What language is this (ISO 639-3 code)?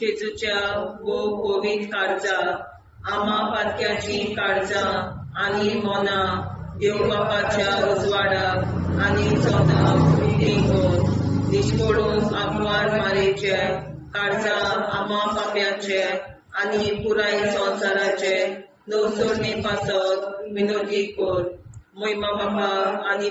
kok